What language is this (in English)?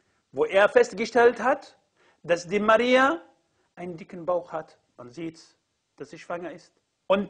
German